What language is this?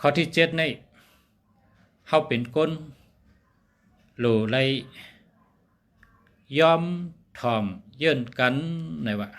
Shan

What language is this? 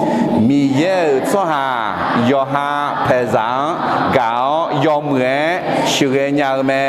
Akha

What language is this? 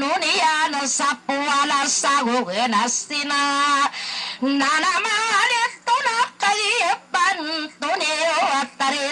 Maranao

